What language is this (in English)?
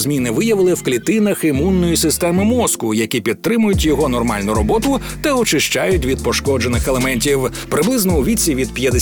Ukrainian